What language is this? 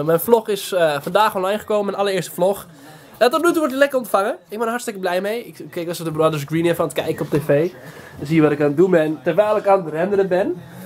Dutch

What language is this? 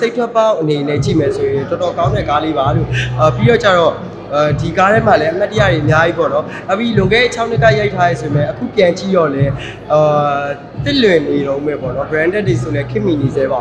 Burmese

